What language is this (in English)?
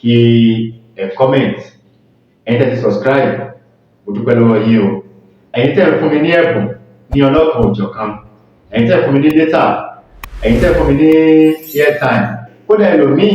Yoruba